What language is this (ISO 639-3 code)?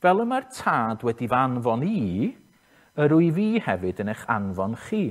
cym